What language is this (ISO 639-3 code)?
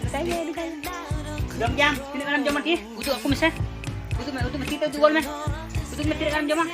sat